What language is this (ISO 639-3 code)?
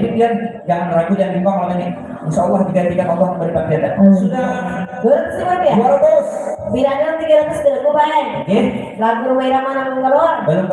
bjn